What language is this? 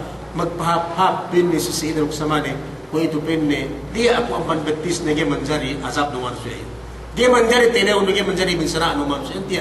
Yakan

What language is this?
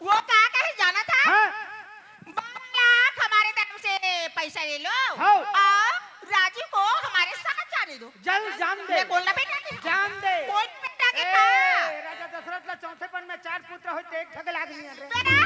Chhattisgarhi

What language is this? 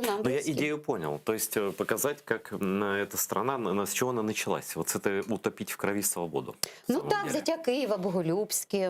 Crimean Tatar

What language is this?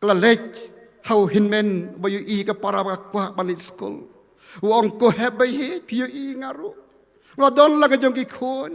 Khasi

